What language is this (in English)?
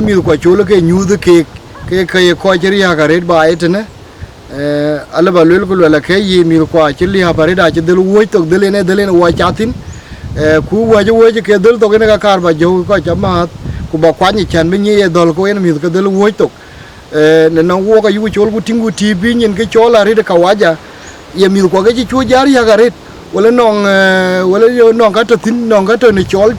Dinka